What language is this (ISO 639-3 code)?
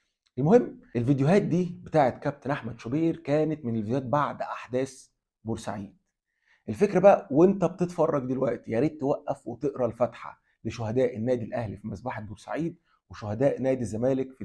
arz